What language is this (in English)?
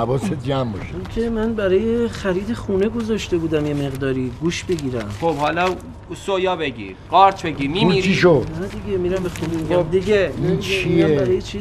Persian